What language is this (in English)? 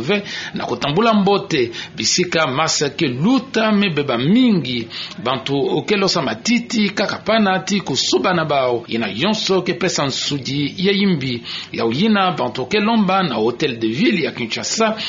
Kituba (Democratic Republic of Congo)